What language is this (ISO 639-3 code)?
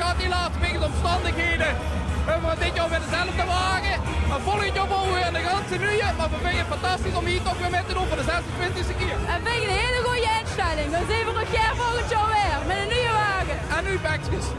lim